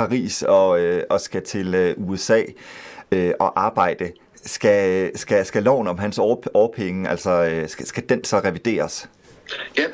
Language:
Danish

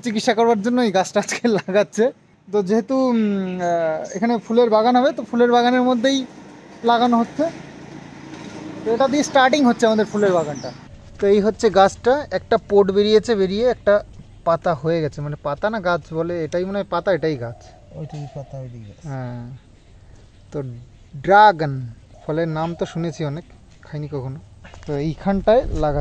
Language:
Bangla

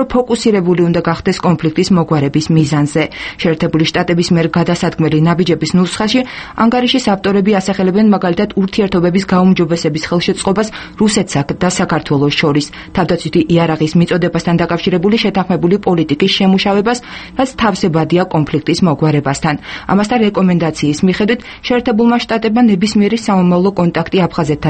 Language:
Georgian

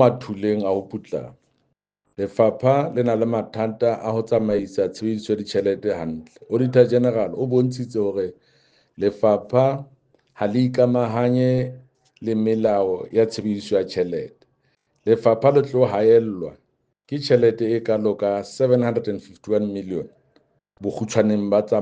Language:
Southern Sotho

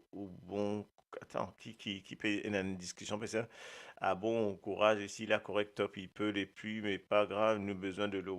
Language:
Morisyen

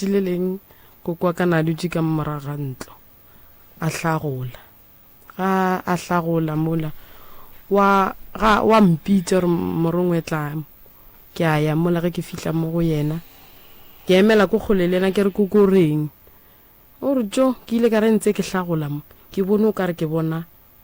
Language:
Northern Sotho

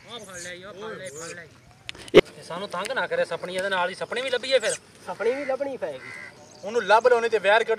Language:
Punjabi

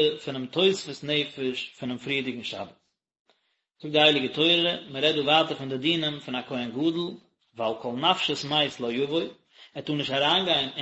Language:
Yiddish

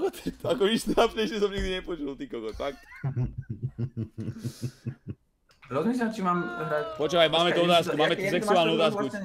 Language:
Slovak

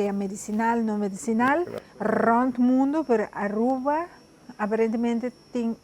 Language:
Papiamento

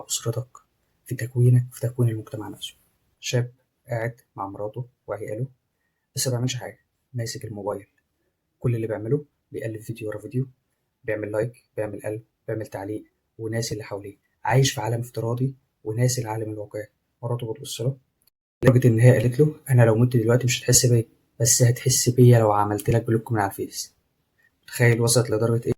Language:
Egyptian Arabic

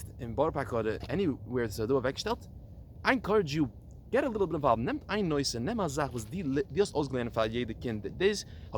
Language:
Yiddish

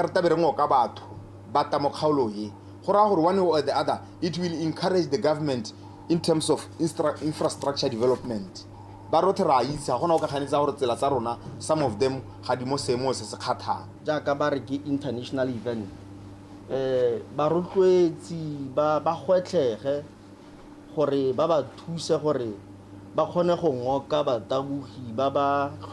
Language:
Tswana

